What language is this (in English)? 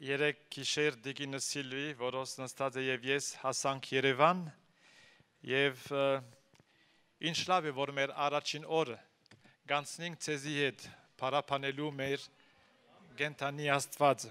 Armenian